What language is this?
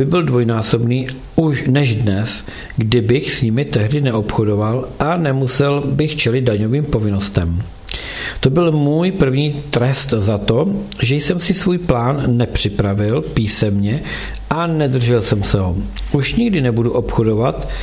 Czech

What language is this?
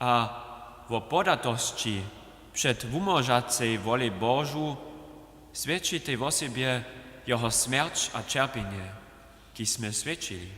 Upper Sorbian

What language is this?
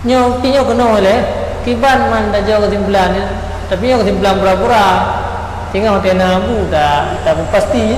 Achinese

